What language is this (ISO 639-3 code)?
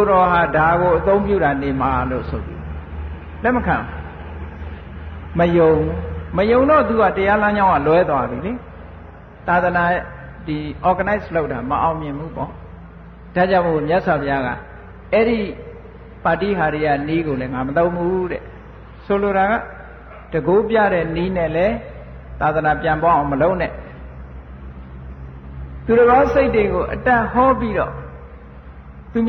mya